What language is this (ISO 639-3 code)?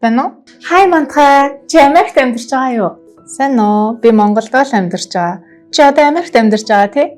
mon